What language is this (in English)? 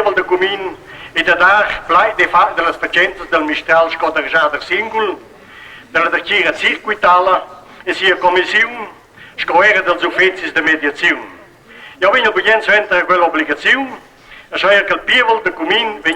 Romansh